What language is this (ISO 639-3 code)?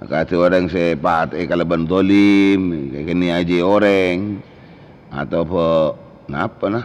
mad